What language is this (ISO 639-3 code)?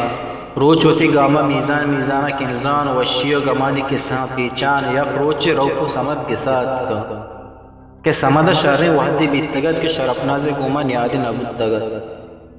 bgp